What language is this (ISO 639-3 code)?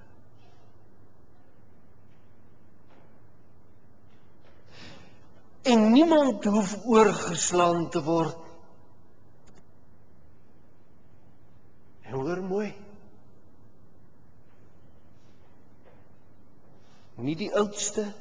afr